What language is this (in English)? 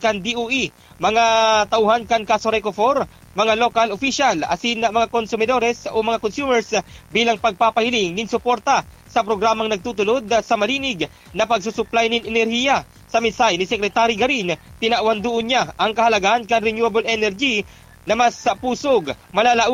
Bikol